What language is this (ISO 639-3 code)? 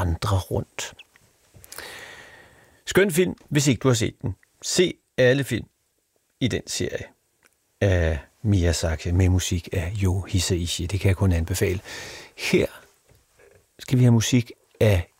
dan